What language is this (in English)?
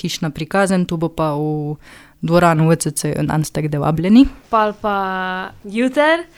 Slovenian